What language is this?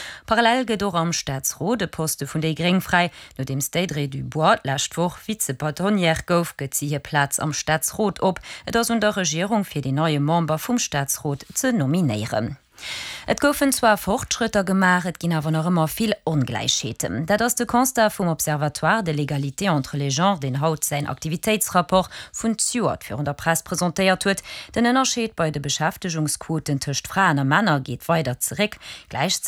Luxembourgish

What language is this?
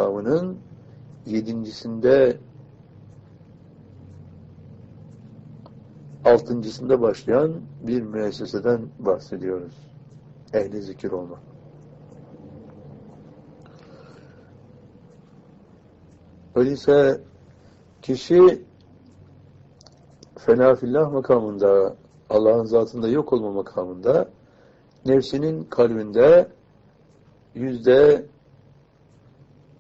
Turkish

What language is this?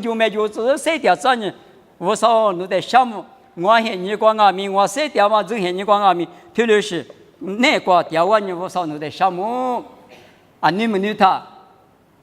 Lisu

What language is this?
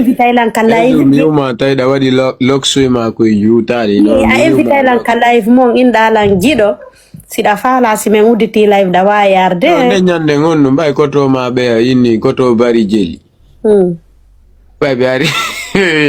Fula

